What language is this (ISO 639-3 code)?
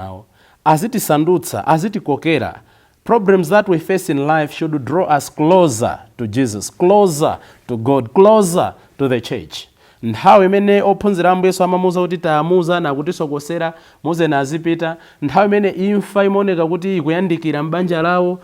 nya